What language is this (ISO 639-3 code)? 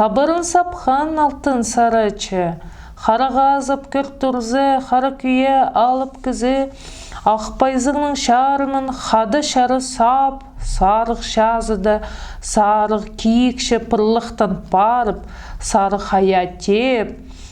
kjh